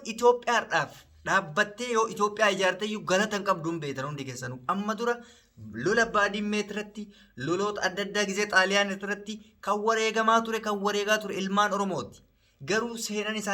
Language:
Oromo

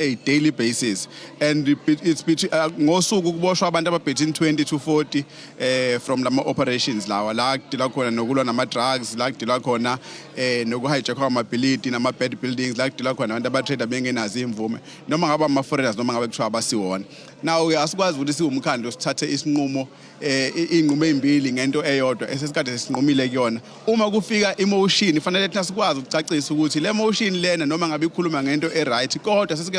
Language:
Zulu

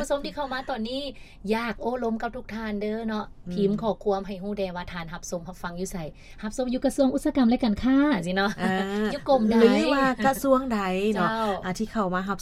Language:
Lao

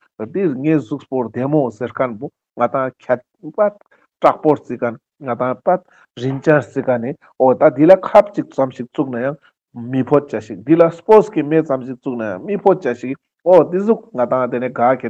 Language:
Ladakhi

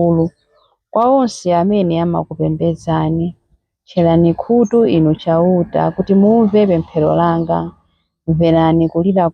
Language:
Nyanja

